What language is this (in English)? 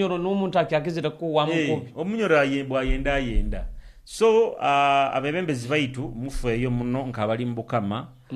Nyoro